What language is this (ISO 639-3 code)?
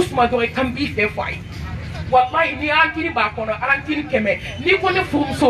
bam